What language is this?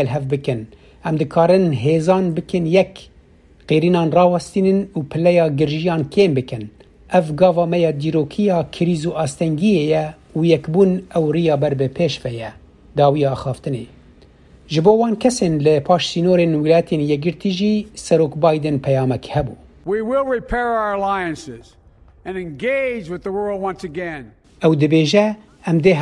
Kurdish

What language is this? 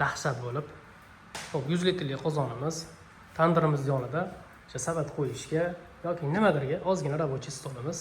Uzbek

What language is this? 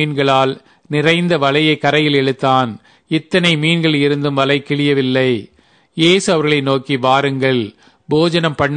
Tamil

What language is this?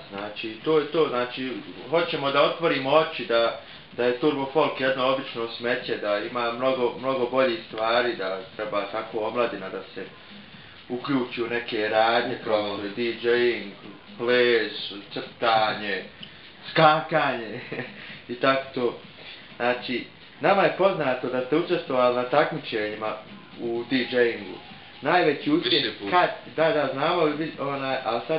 Bosnian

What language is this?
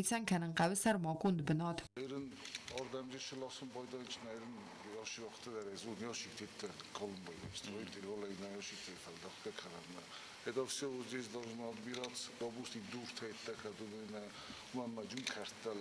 Ossetic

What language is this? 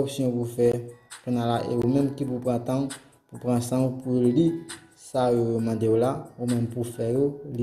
Haitian Creole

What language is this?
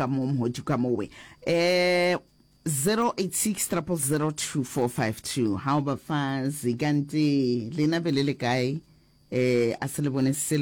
Northern Sotho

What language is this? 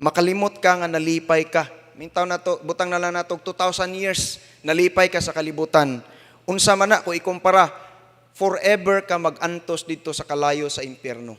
Cebuano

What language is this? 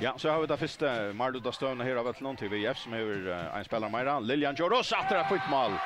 Faroese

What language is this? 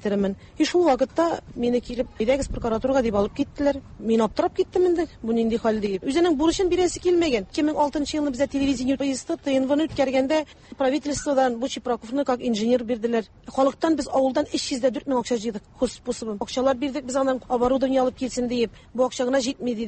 Tatar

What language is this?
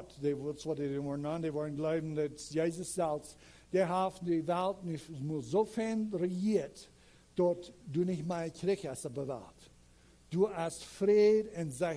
Plautdietsch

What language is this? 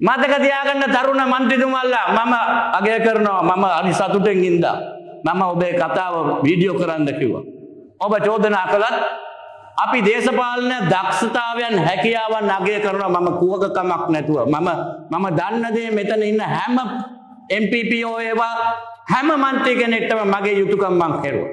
Sinhala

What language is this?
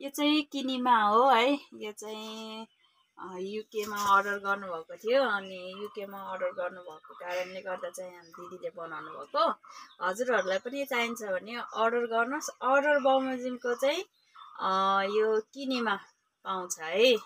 Nepali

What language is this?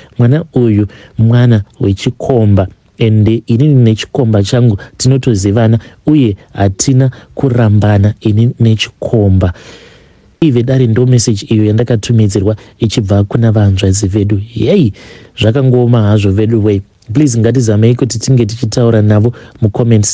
Shona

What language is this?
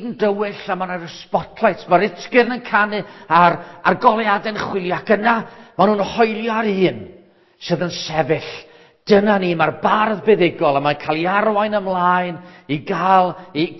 Welsh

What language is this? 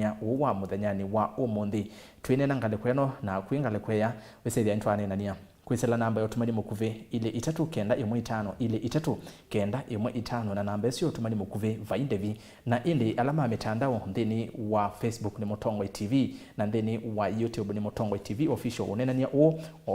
Kamba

